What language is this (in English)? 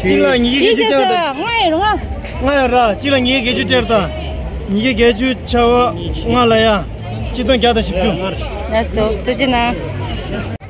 Tibetan